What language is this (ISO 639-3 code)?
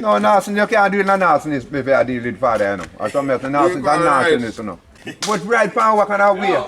jam